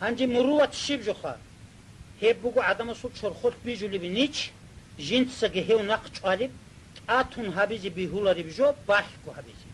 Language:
Avaric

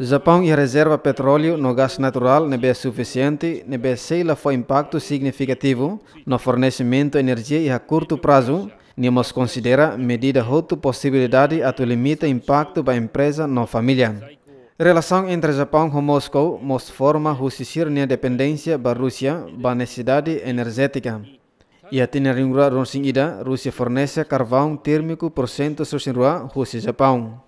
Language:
Tetum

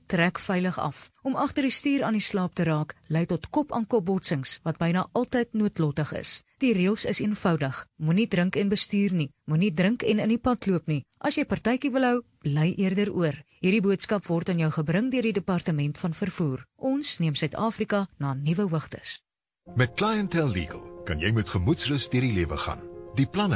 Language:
Afrikaans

